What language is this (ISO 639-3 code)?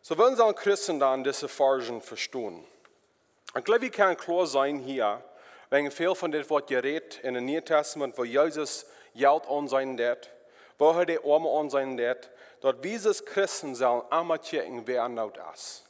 pdt